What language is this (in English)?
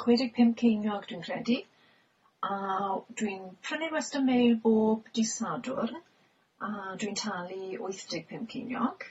Welsh